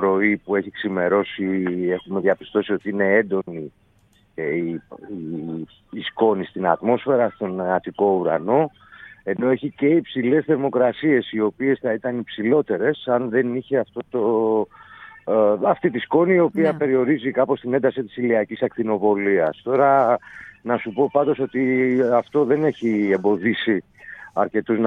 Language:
Greek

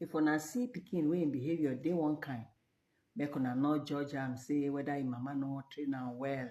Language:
Nigerian Pidgin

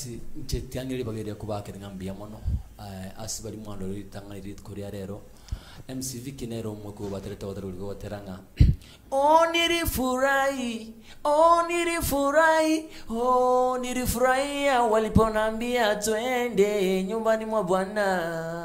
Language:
Gusii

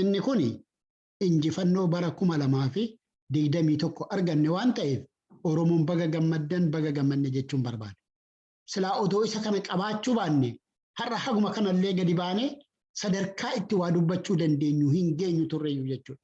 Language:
Oromo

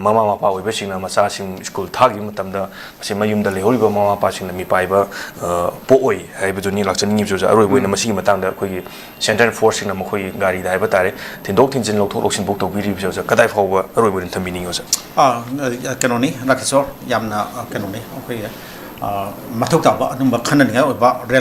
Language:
Manipuri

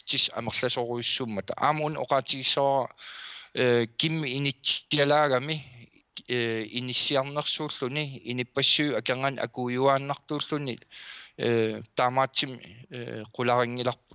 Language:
Kalaallisut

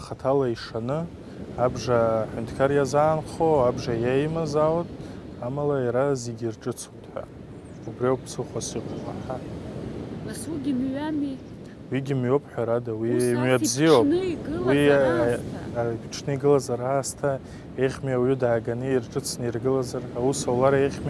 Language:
Abkhazian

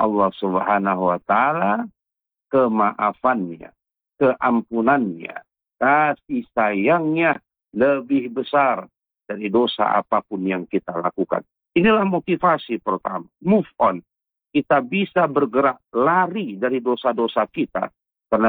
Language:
Indonesian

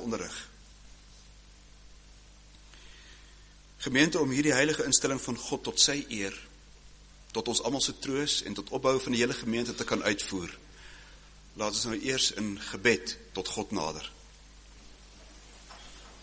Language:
Afrikaans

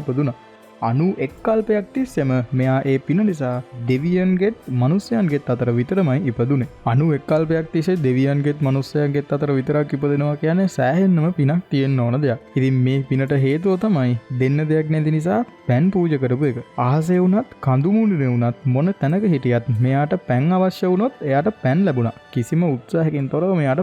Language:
Sinhala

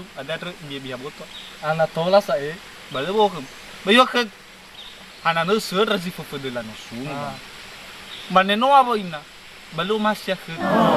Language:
Nias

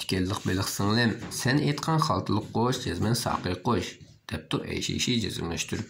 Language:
Uyghur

